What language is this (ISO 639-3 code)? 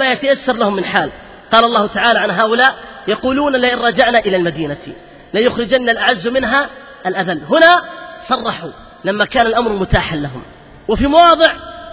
ara